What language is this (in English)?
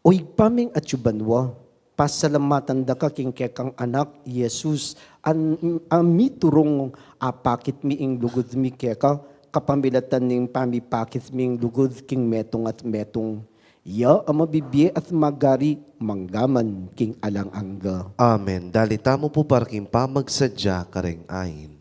Pampanga